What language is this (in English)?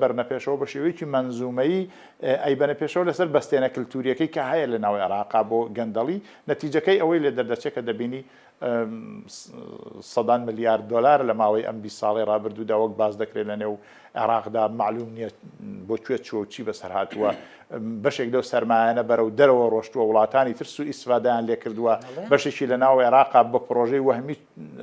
Central Kurdish